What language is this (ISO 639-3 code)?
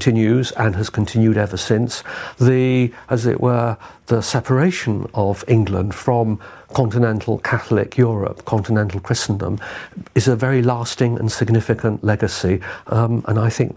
eng